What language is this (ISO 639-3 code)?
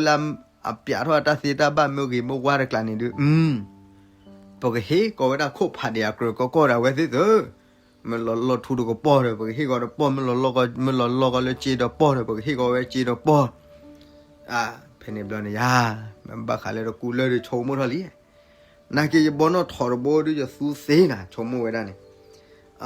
ksw